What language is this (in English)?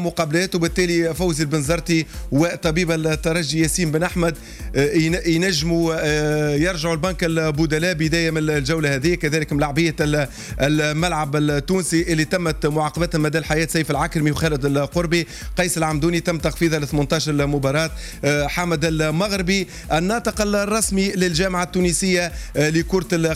Tunisian Arabic